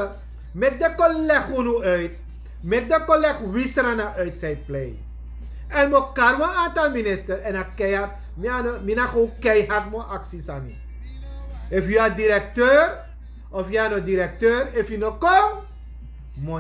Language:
Sranan Tongo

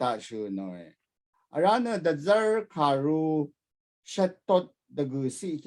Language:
Rawang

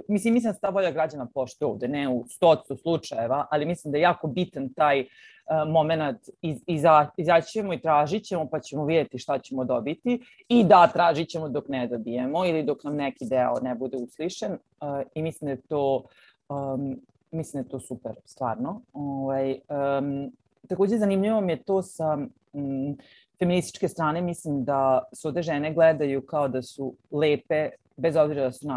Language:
Serbian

